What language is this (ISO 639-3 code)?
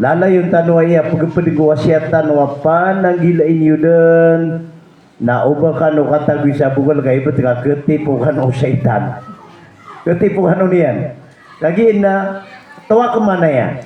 mrw